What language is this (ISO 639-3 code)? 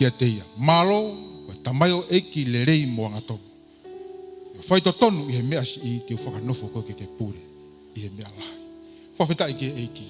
ton